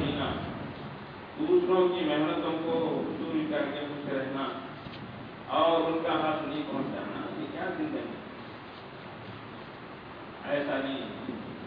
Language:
Urdu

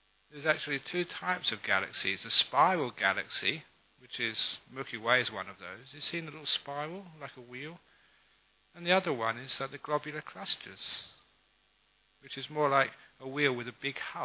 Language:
English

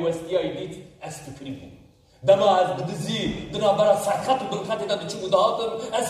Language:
Kurdish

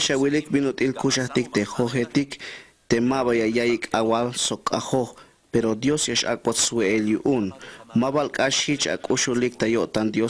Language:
Tzeltal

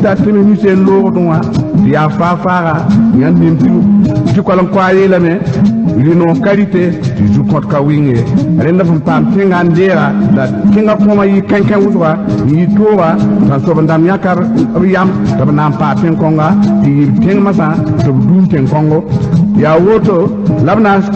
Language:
Mossi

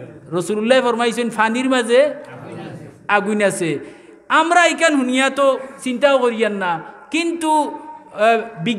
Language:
Sylheti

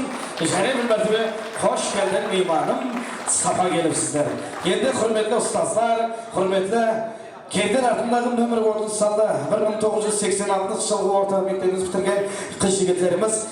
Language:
Kara-Kalpak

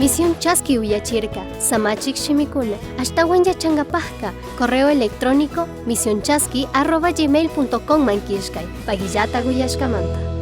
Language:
Chimborazo Highland Quichua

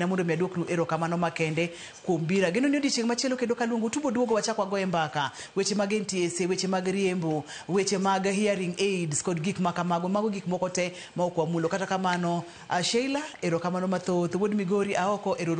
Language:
Luo (Kenya and Tanzania)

